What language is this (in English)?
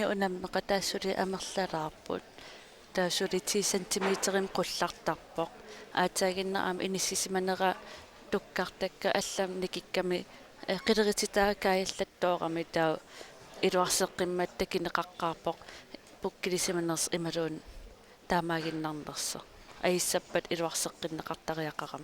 Kalaallisut